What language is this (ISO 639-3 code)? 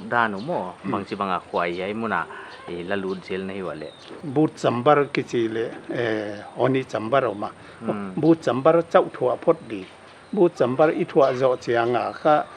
pck